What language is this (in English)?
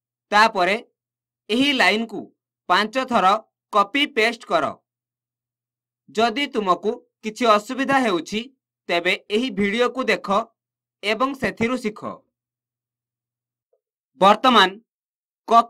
Odia